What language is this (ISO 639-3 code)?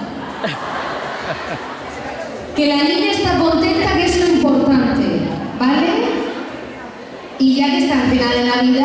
spa